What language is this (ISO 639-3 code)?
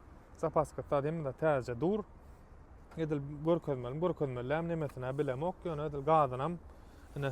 tuk